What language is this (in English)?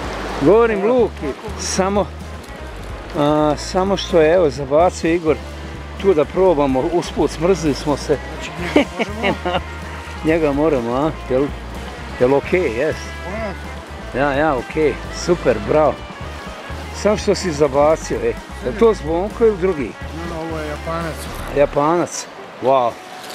Croatian